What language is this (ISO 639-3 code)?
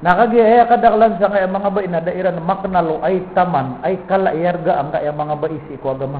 mrw